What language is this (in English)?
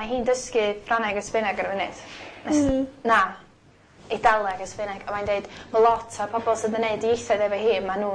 Welsh